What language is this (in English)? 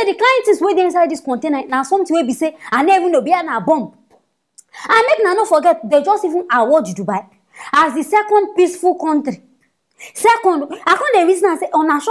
Nigerian Pidgin